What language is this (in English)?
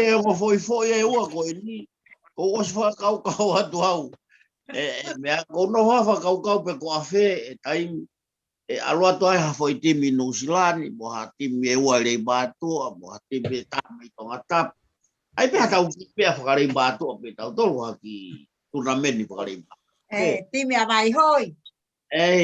Tongan